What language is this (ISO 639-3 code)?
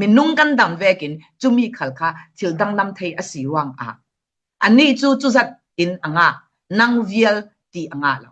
cfm